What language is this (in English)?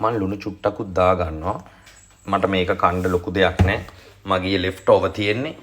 Sinhala